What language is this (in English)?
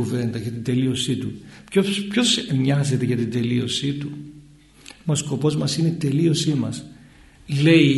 Greek